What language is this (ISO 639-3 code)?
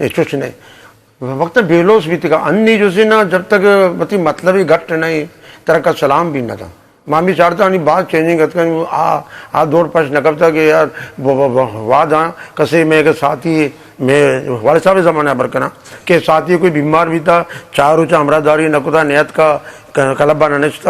bgp